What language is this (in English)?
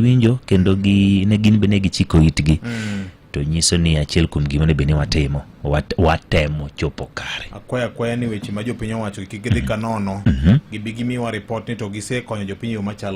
Luo (Kenya and Tanzania)